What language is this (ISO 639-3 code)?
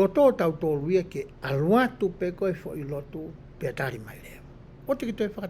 ton